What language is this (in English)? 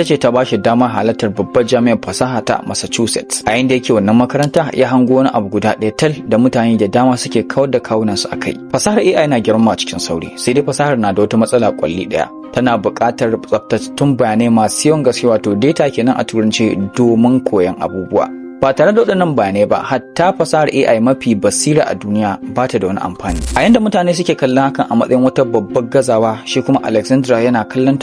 Hausa